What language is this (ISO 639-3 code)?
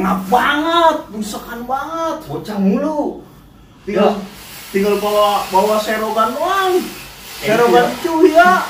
bew